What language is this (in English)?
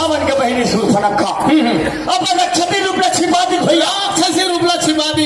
Chhattisgarhi